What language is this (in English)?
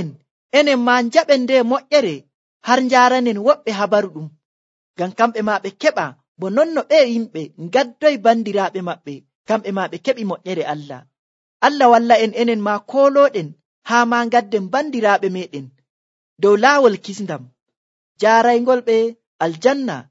Nigerian Fulfulde